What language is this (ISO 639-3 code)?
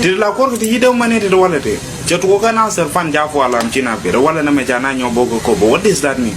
nus